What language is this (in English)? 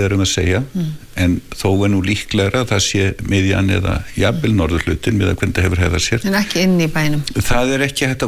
Icelandic